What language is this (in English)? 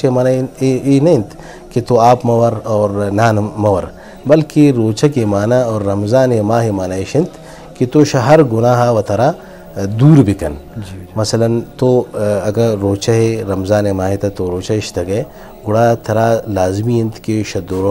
Eastern Balochi